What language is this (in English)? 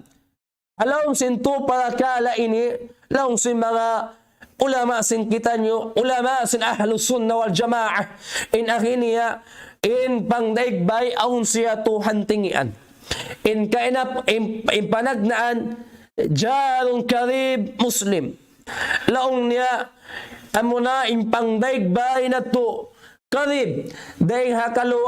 Tausug